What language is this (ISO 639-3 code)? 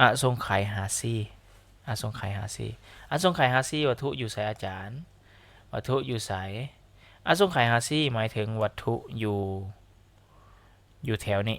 lao